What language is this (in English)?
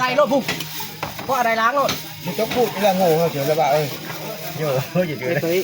Northeastern Thai